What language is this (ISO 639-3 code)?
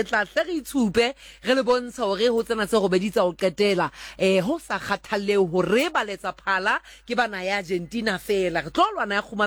sot